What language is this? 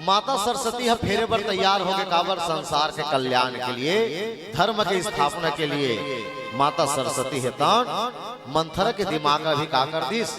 Chhattisgarhi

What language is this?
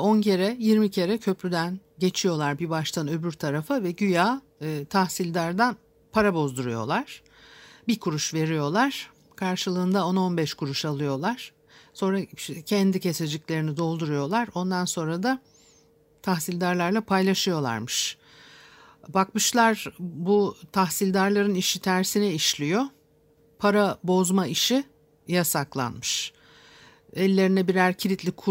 Turkish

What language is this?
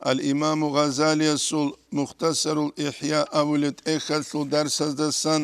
Avaric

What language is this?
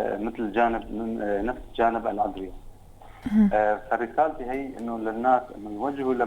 North Levantine Arabic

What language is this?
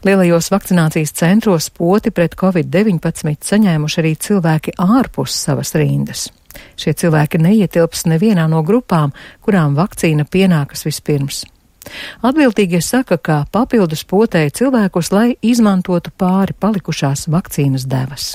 Latvian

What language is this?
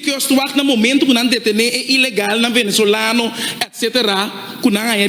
Papiamento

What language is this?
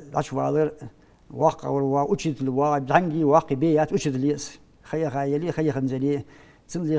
Ingush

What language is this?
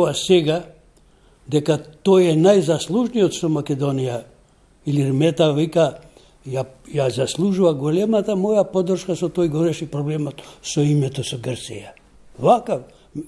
Macedonian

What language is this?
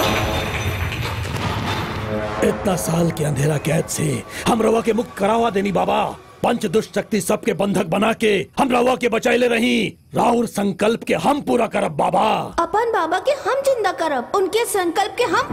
Bhojpuri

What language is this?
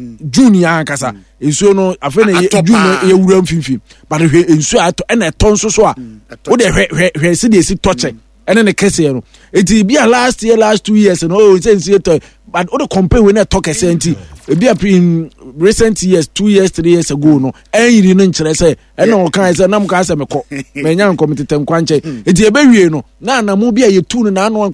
Akan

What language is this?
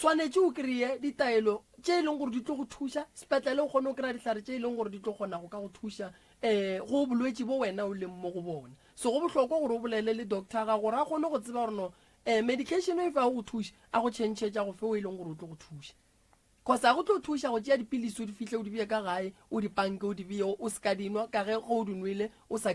Northern Sotho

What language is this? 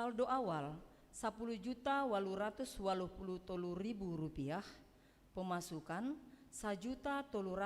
Batak Simalungun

